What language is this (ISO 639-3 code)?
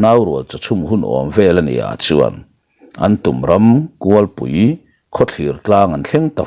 lus